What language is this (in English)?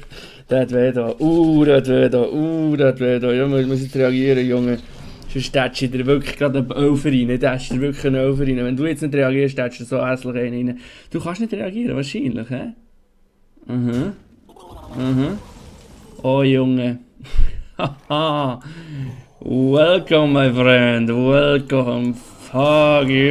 Swiss German